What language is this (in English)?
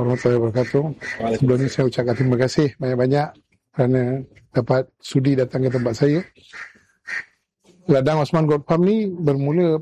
Malay